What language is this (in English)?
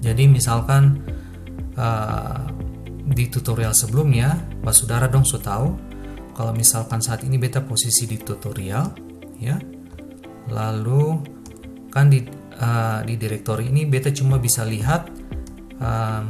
Ambonese Malay